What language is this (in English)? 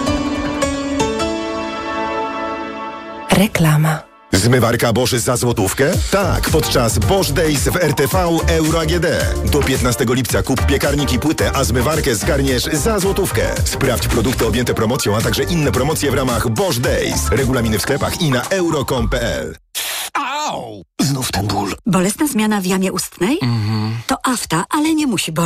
Polish